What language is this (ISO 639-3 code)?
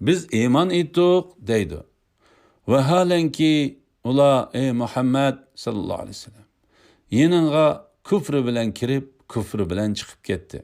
uig